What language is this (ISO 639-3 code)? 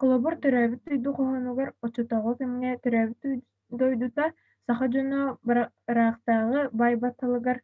sah